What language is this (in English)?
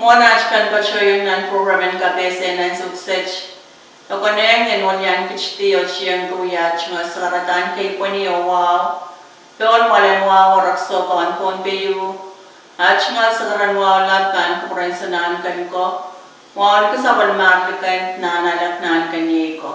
Pohnpeian